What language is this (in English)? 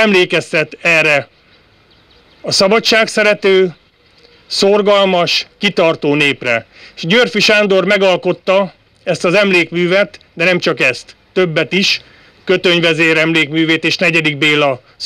Hungarian